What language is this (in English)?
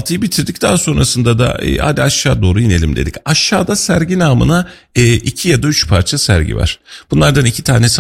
Turkish